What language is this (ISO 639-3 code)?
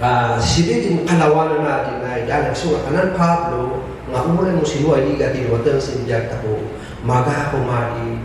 kne